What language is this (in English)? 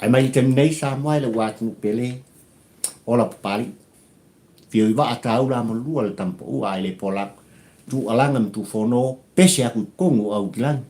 Samoan